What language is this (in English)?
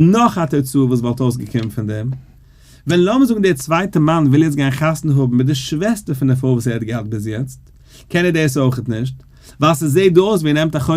Yiddish